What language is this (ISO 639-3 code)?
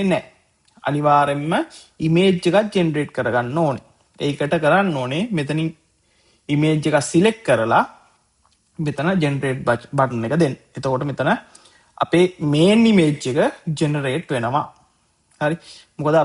sin